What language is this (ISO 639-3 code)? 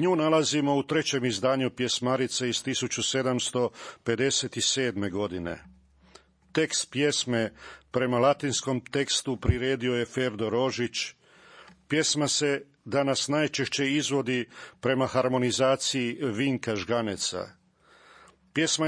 hrv